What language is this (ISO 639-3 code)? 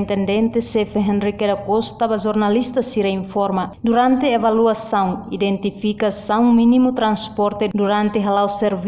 tet